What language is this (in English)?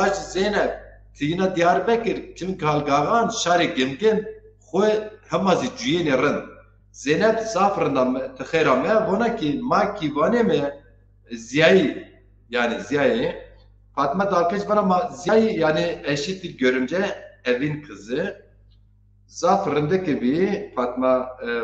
Zaza